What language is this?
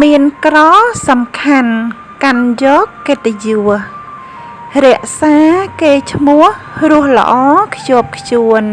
Khmer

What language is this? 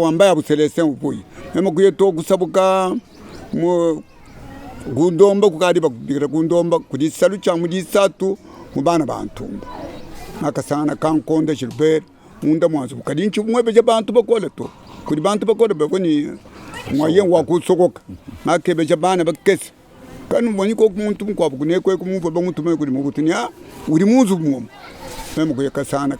Luba-Lulua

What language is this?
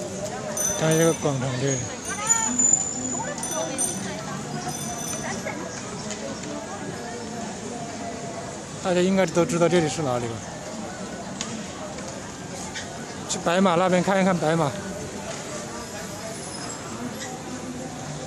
Chinese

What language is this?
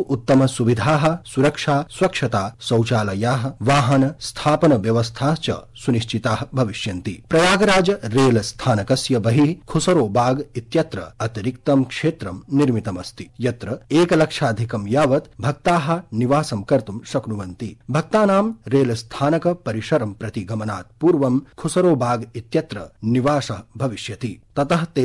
Sanskrit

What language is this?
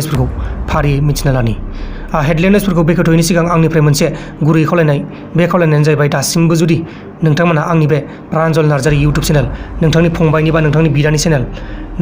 Bodo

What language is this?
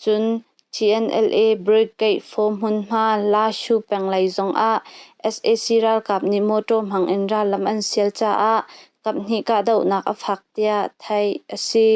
Hakha Chin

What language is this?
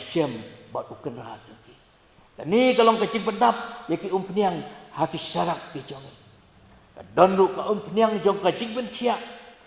Khasi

